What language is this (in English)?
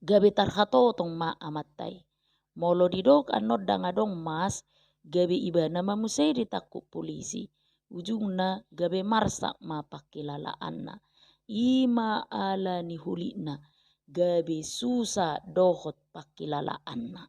Batak Toba